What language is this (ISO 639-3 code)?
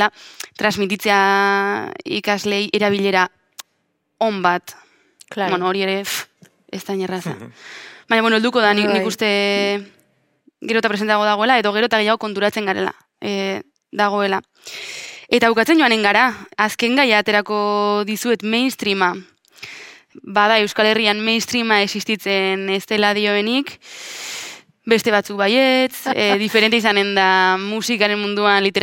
eus